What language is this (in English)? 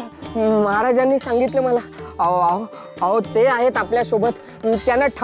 Marathi